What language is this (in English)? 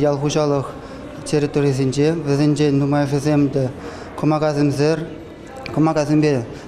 Chuvash